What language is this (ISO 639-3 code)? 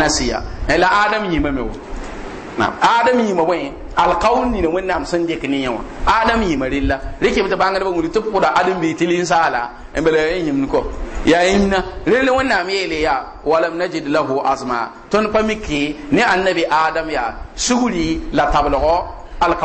mos